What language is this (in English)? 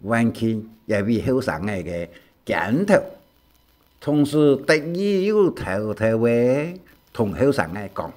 Hakka Chinese